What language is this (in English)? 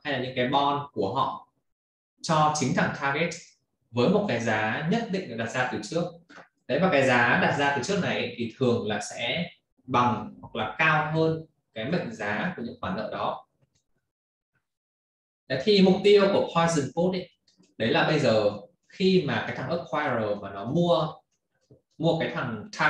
Vietnamese